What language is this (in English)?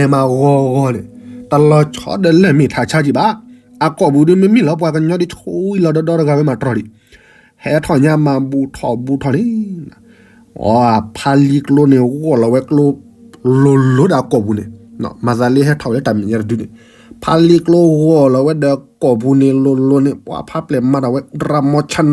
S'gaw Karen